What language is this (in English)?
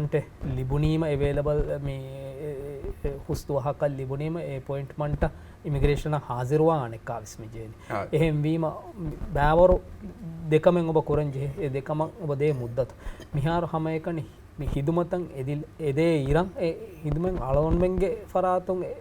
Divehi